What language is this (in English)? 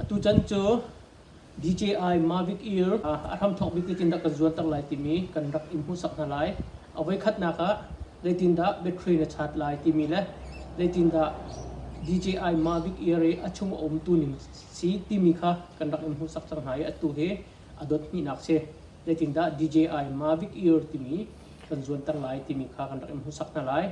Hakha Chin